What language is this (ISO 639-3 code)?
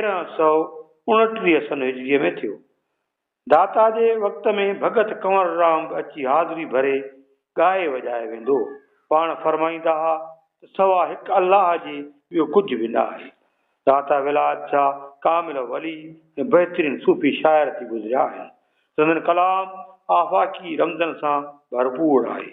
snd